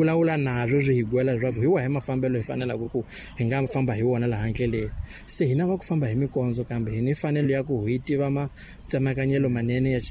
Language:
Tsonga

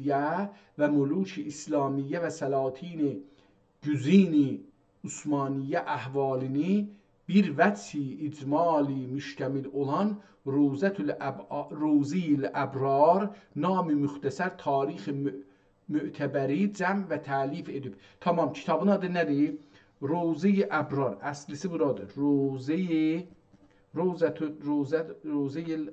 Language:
South Azerbaijani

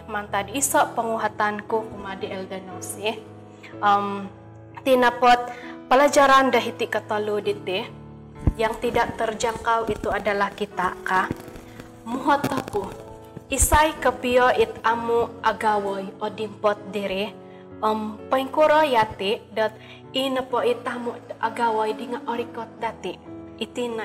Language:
Central Dusun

